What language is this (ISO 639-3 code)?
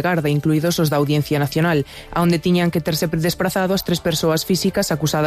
glg